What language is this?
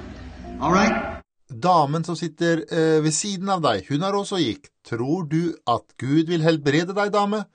Norwegian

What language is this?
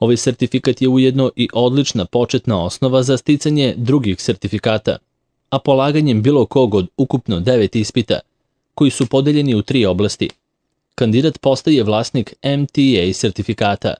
Serbian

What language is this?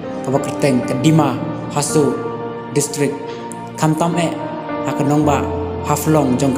Khasi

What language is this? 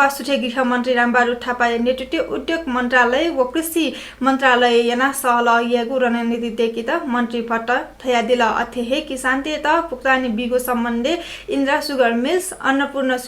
Newari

